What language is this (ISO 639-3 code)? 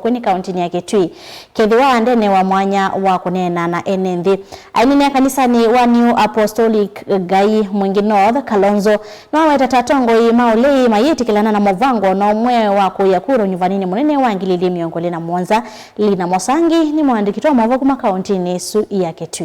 kam